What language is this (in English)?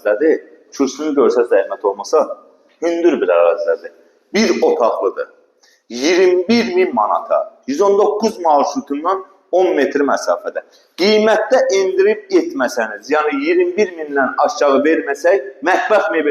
Azerbaijani